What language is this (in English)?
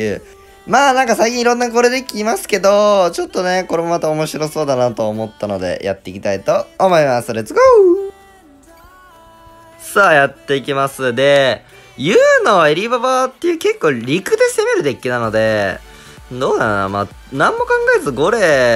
Japanese